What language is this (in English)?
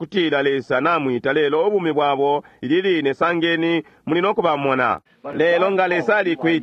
Bemba